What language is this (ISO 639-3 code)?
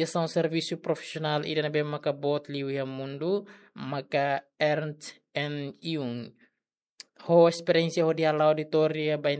tet